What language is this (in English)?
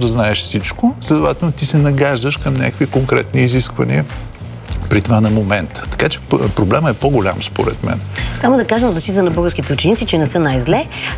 Bulgarian